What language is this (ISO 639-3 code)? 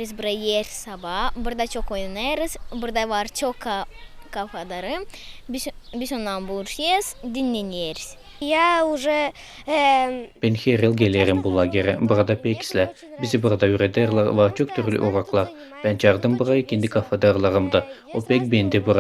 gag